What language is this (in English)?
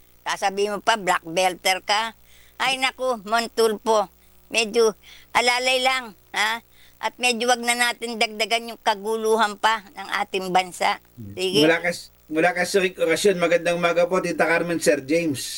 Filipino